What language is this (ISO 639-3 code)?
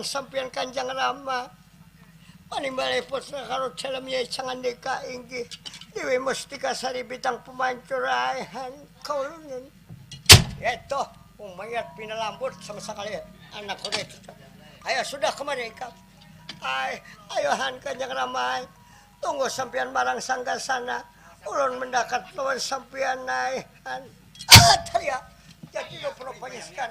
bjn